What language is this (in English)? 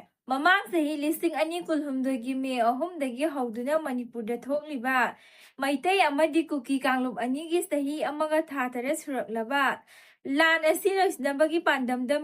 Manipuri